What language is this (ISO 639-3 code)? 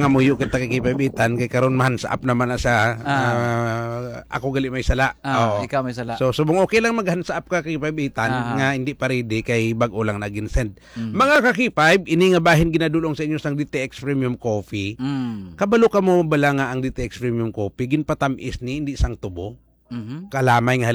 hil